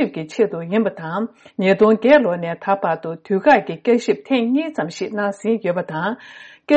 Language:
Tibetan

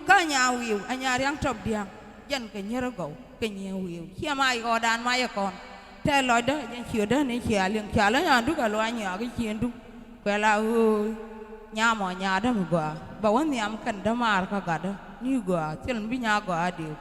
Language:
Nuer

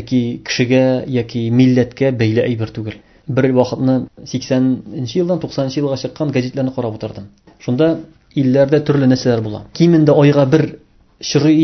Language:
Tatar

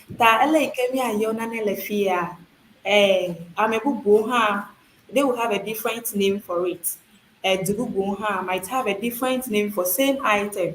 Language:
Ewe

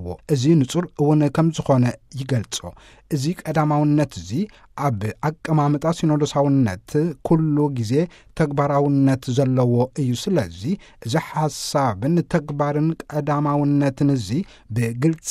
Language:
Tigrinya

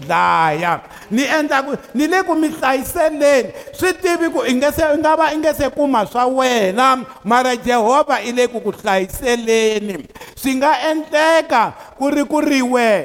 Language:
Tsonga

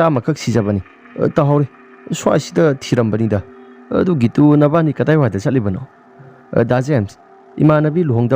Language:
Manipuri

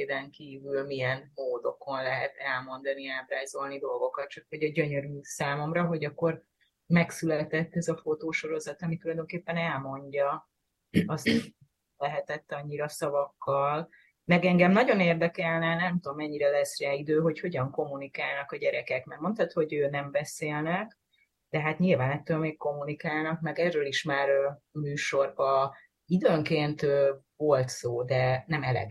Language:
Hungarian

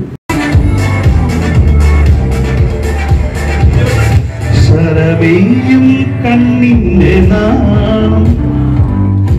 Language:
Malayalam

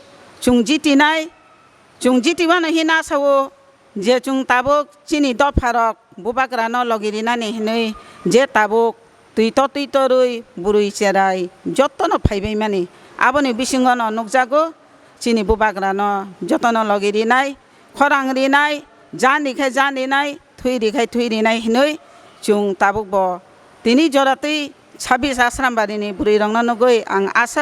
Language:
Kok Borok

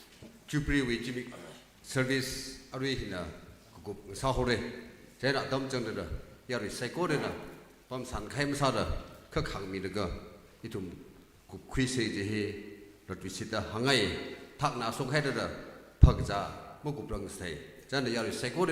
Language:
Tangkhul Naga (India)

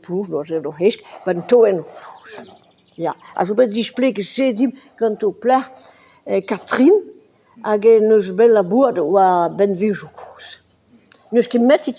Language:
Breton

